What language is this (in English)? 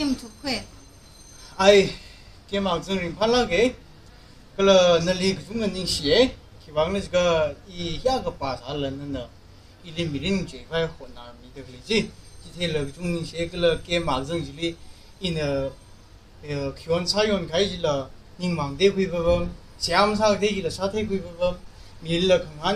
Tangkhul Naga (India)